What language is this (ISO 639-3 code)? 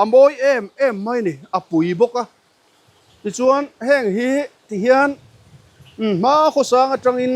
lus